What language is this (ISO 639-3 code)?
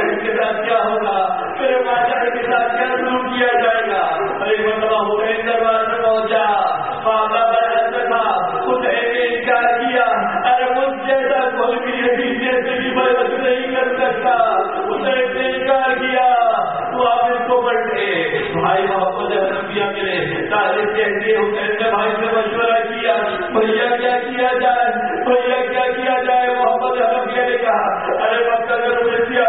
urd